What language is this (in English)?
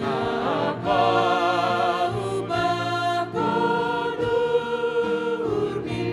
Batak Simalungun